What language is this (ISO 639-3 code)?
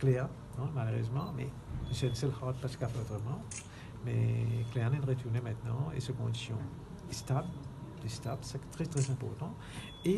mfe